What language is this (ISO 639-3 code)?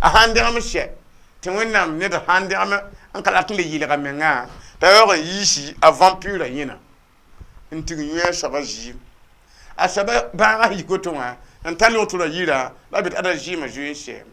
mos